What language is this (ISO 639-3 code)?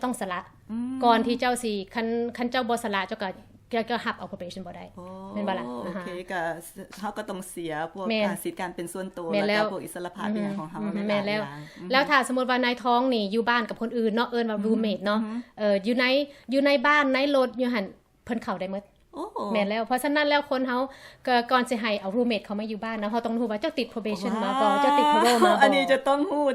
lao